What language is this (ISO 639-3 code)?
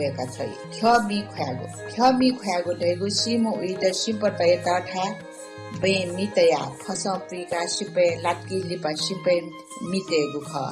new